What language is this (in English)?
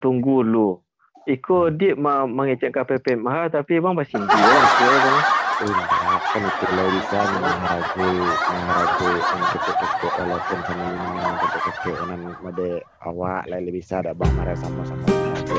Minangkabau